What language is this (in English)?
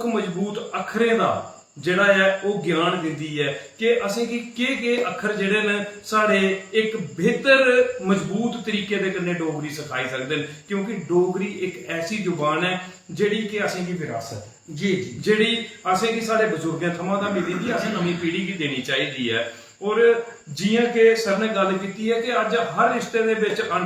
Dogri